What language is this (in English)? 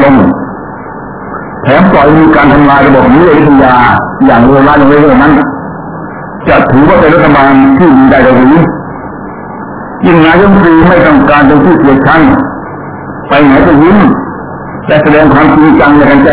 Thai